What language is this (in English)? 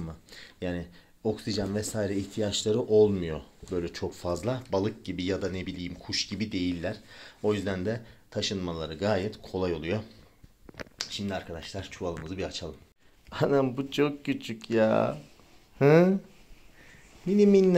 Turkish